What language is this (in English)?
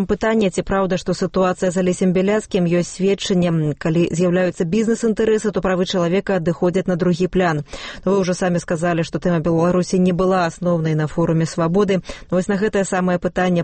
Belarusian